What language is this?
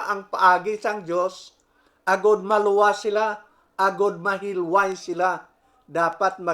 Hiligaynon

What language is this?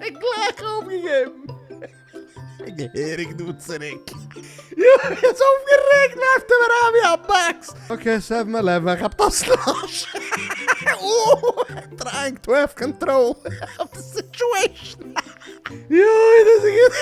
Yiddish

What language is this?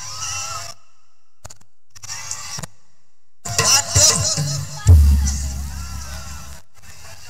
Indonesian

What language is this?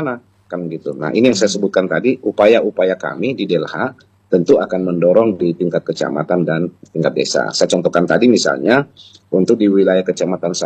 Indonesian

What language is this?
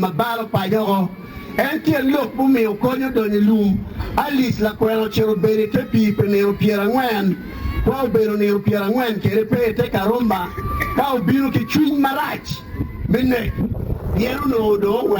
Acoli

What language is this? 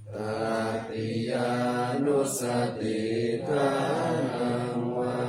Pali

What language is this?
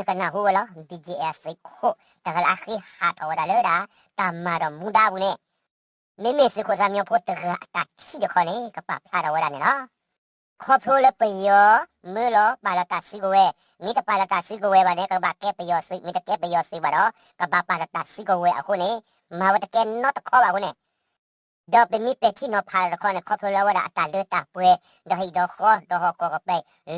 S'gaw Karen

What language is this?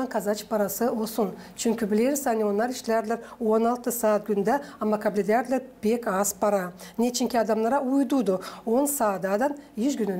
Gagauz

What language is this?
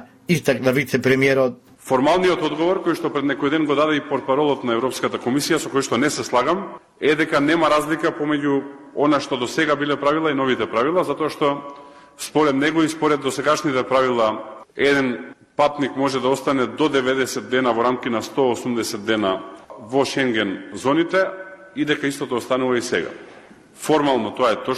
Macedonian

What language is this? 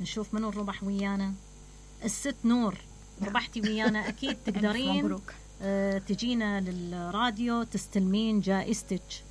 Mesopotamian Arabic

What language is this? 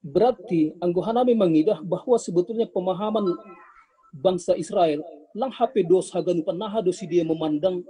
Batak Simalungun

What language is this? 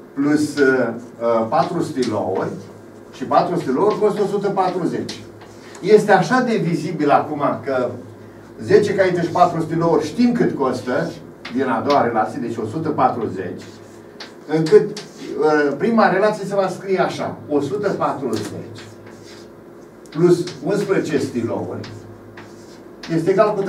Romanian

